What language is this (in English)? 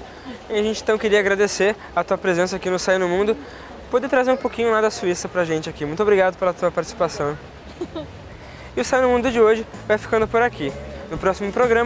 Portuguese